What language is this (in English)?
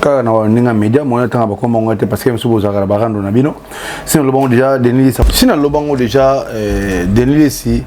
Lingala